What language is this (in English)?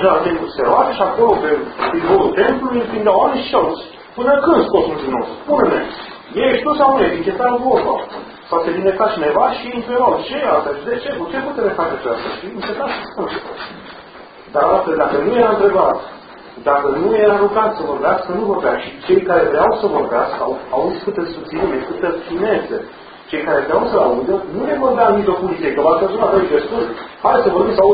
Romanian